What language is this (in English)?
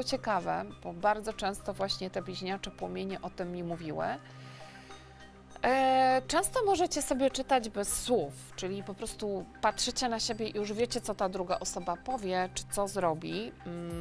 Polish